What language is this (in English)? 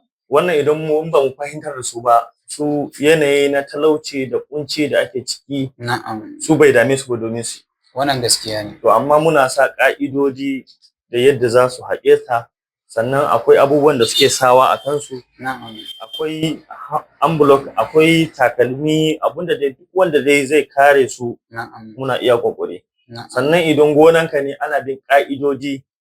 Hausa